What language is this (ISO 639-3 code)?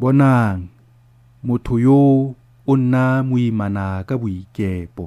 tsn